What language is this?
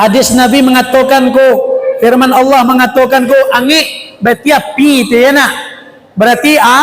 Minangkabau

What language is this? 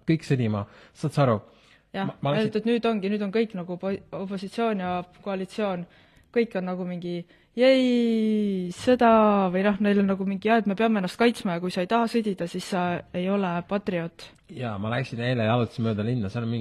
Estonian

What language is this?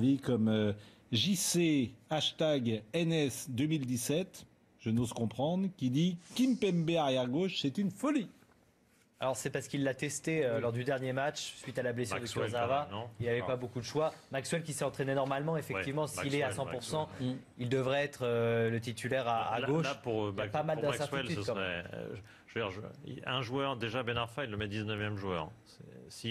French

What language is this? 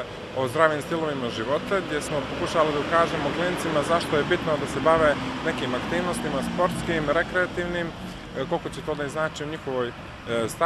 Bosnian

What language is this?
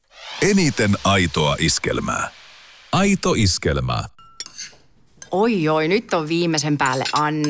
Finnish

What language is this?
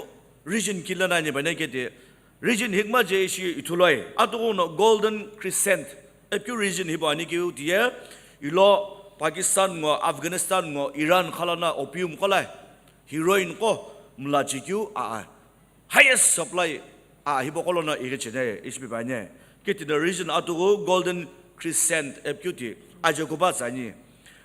Sumi Naga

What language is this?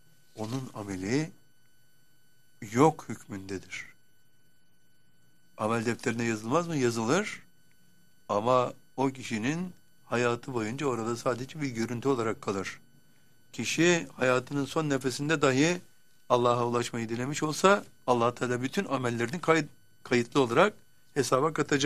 Turkish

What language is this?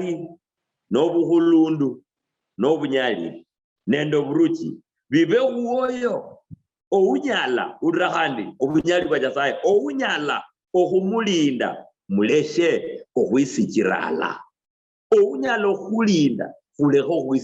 Luyia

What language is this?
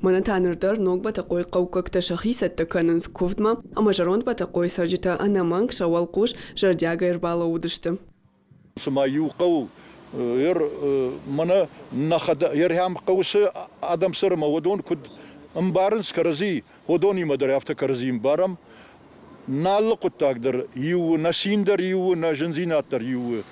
Ossetic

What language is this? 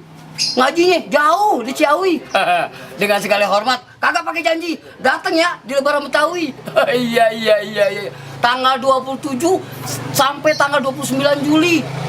Betawi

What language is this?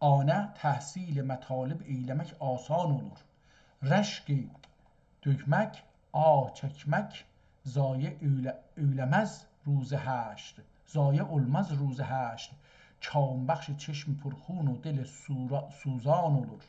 South Azerbaijani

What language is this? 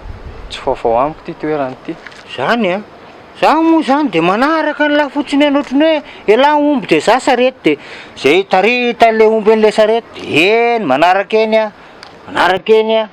Malagasy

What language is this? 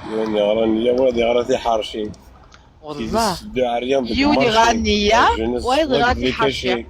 Kabyle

